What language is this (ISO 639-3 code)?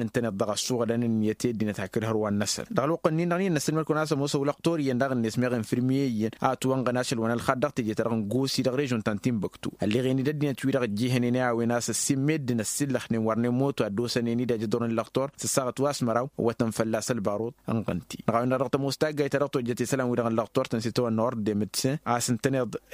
taq